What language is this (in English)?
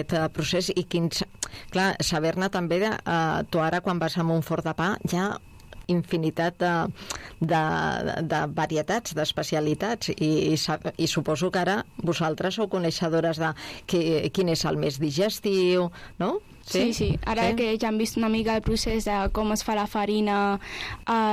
Catalan